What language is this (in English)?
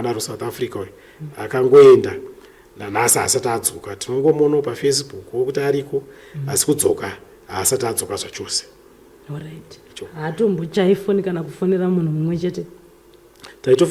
Shona